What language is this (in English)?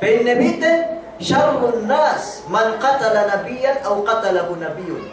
Yakan